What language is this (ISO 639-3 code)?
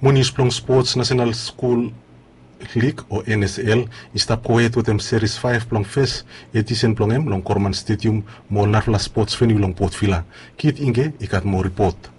bis